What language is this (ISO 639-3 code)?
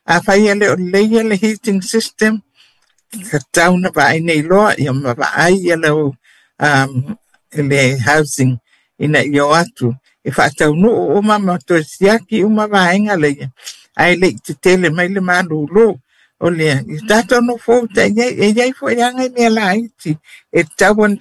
smo